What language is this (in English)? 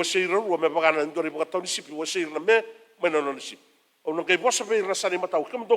Fijian